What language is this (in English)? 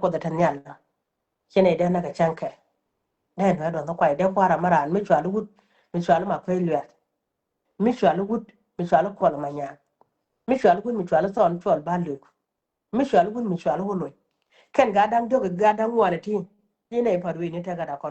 Nuer